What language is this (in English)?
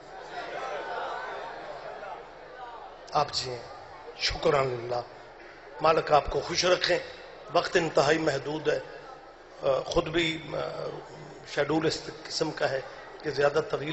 Urdu